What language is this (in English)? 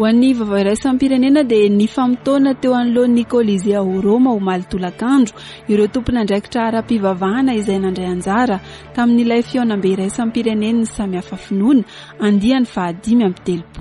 Malagasy